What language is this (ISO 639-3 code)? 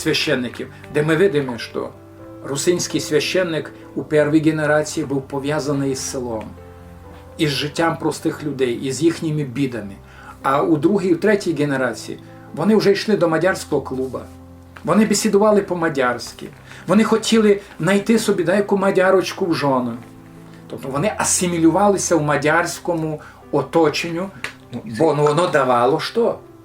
rue